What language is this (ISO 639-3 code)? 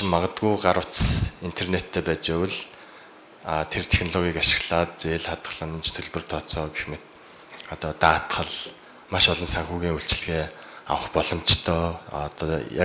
mon